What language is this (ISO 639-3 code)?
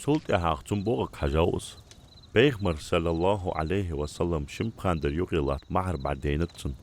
inh